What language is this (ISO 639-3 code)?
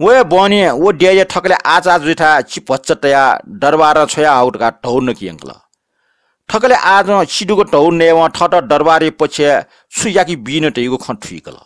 new